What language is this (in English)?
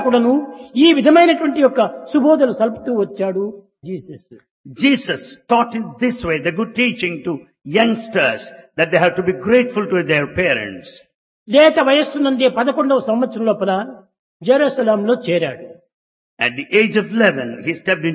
Telugu